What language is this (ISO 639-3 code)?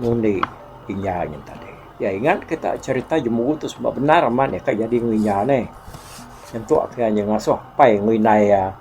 iba